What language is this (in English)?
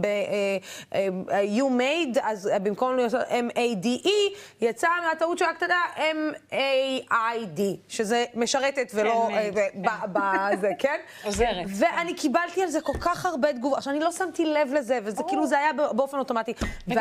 Hebrew